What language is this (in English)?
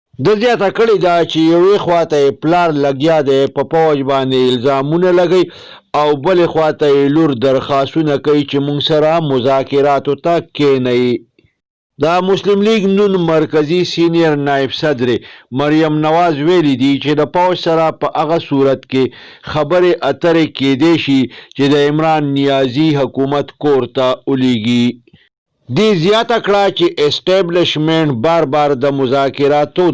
Pashto